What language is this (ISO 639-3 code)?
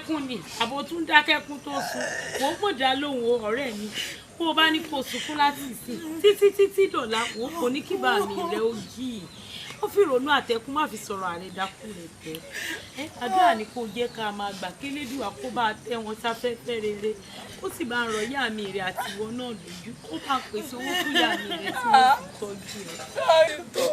yor